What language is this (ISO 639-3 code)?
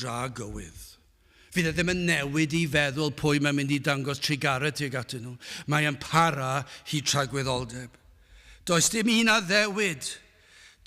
cym